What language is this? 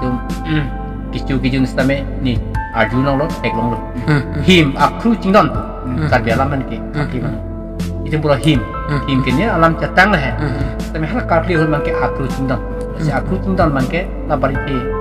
Karbi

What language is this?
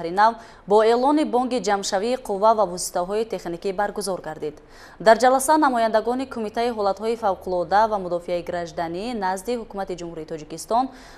Tajik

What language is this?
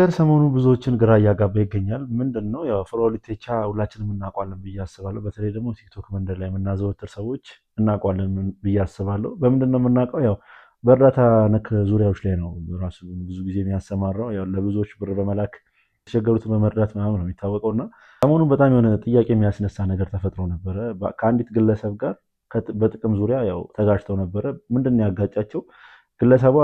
Amharic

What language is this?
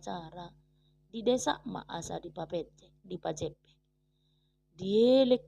Batak Toba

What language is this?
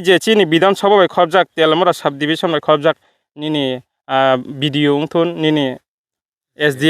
Kok Borok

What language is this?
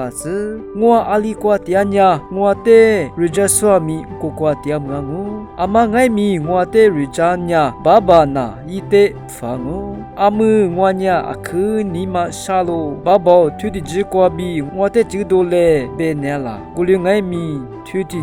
Lisu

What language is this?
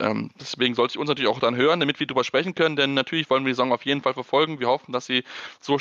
German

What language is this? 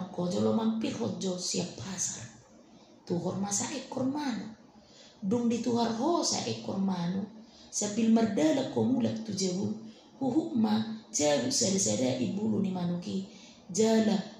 Batak Toba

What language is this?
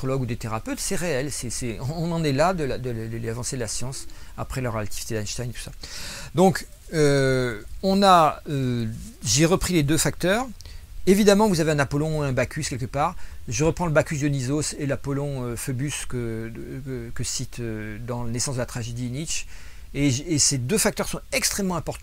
French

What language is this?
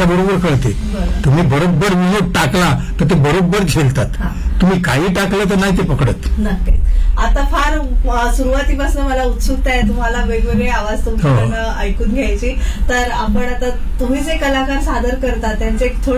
Marathi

